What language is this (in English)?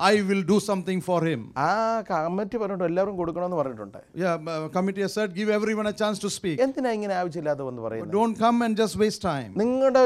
Malayalam